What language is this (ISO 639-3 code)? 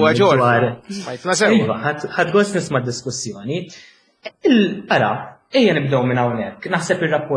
mlt